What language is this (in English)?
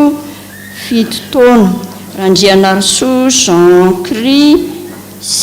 Malagasy